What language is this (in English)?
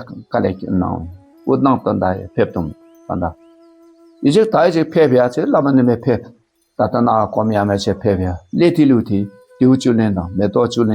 Dakpakha